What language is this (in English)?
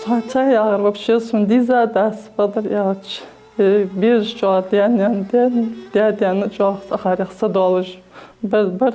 Ingush